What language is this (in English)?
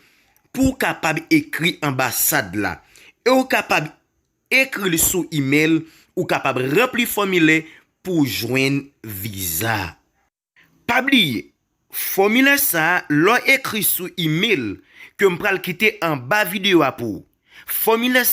Haitian Creole